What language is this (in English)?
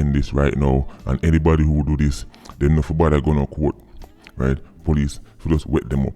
Jamaican Creole English